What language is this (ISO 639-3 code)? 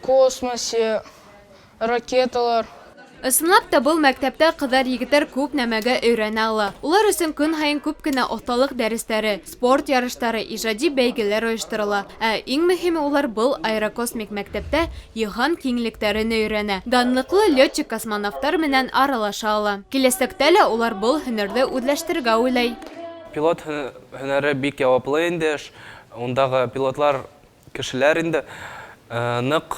bak